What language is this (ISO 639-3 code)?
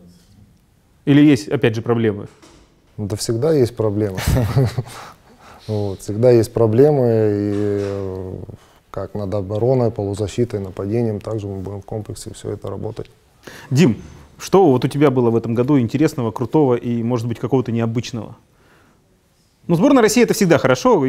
rus